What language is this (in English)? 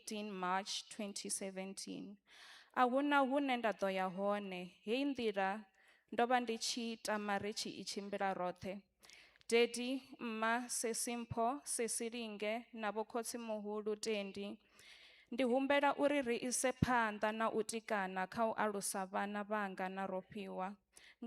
Venda